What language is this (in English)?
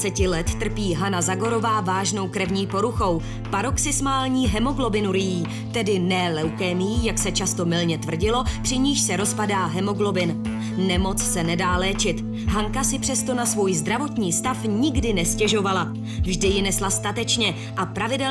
Czech